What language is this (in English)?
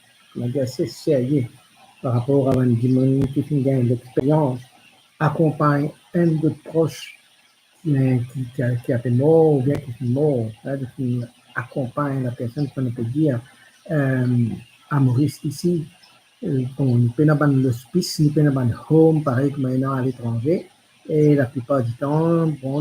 Morisyen